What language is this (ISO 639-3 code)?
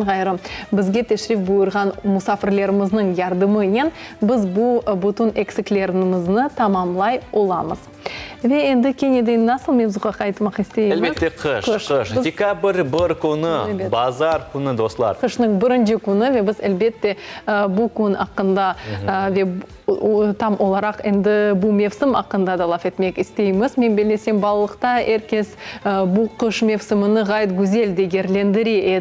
crh